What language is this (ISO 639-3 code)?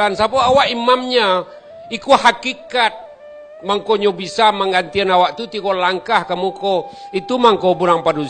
min